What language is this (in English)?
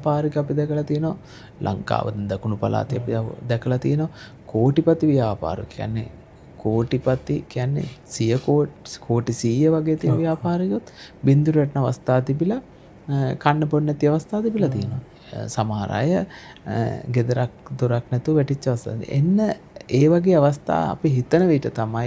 Sinhala